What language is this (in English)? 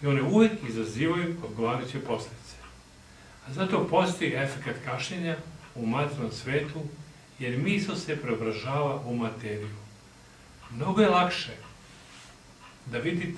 Serbian